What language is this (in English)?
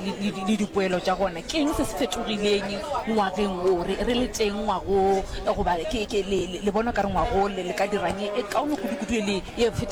Northern Sotho